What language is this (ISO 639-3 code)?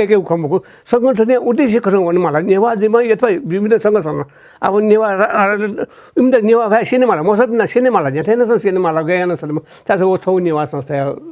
new